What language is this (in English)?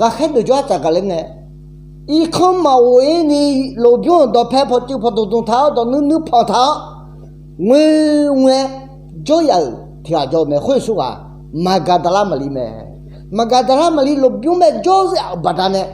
Akha